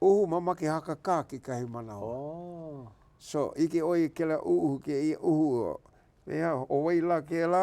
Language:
Hawaiian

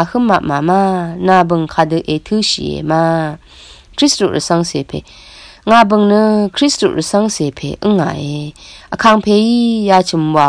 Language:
Rawang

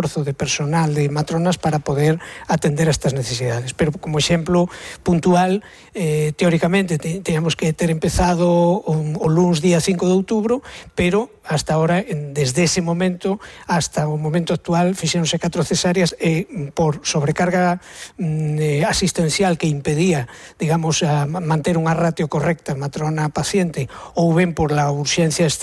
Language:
Galician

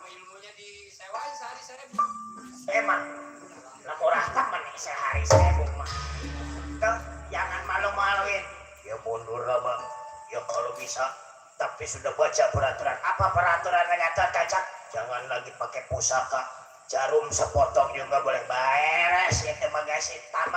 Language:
Betawi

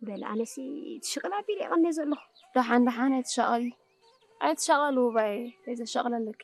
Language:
Tigrinya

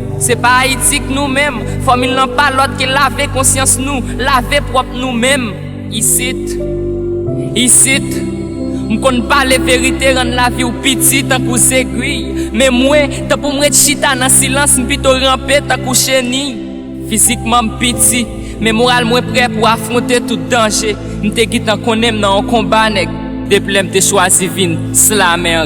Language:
Haitian Creole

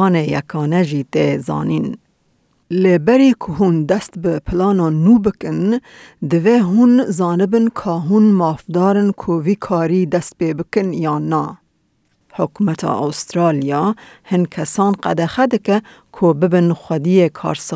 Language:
Kurdish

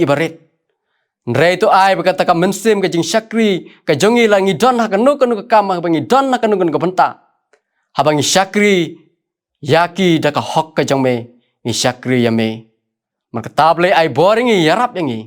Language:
Khasi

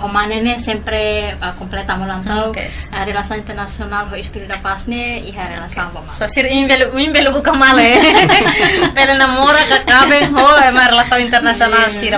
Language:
Tetum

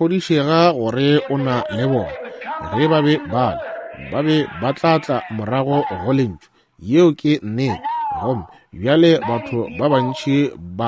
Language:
Northern Sotho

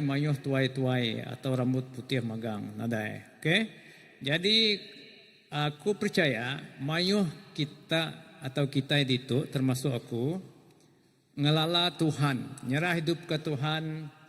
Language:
Iban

